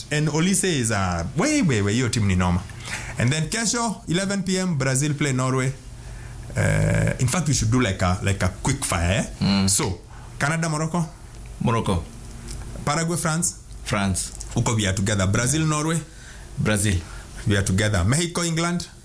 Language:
Swahili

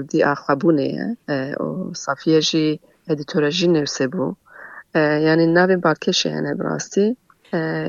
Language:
Kurdish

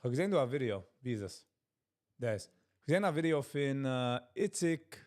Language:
Yiddish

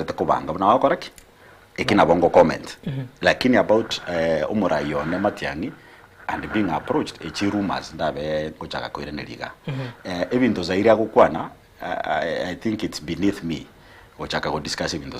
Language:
Gusii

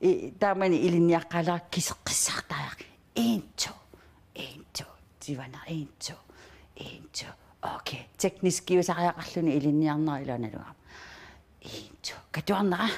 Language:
Kalaallisut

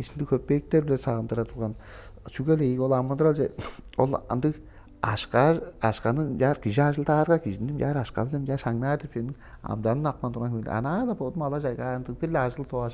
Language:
Tuvinian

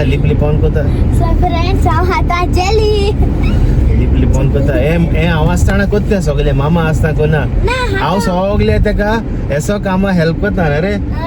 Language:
Konkani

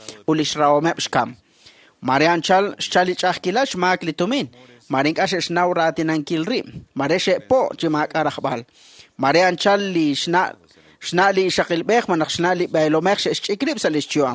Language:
Kekchí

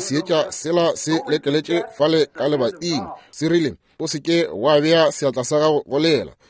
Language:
Northern Sotho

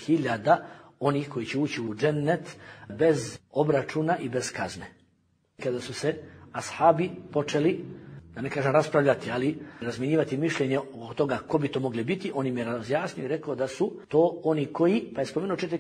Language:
Bosnian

